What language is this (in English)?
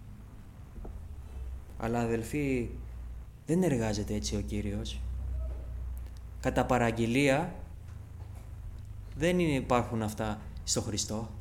Greek